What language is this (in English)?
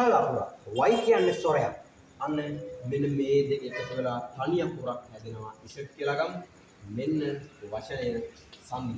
Sinhala